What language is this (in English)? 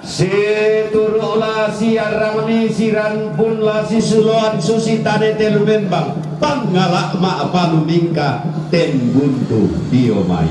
Toraja-Sa'dan